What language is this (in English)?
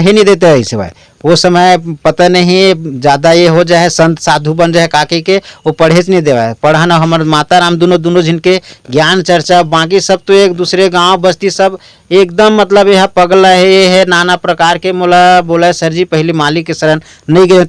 Chhattisgarhi